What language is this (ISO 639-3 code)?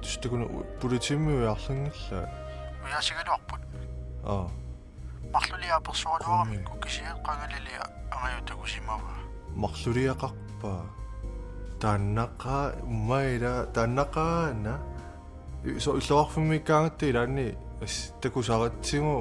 kal